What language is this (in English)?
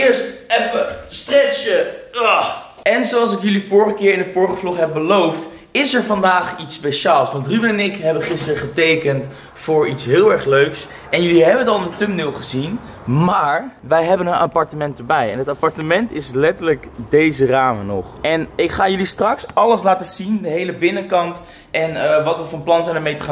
Dutch